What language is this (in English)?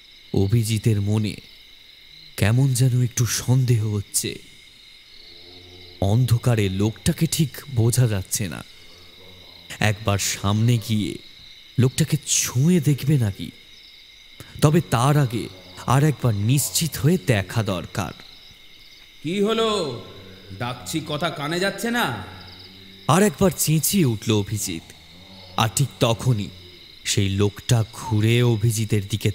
Bangla